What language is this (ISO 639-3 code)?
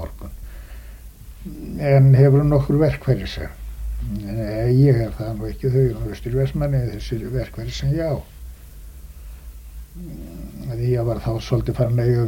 isl